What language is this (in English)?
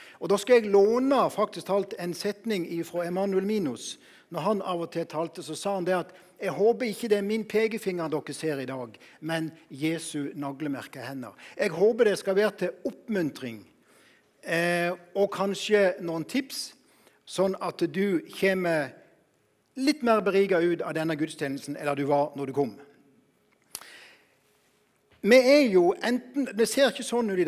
Norwegian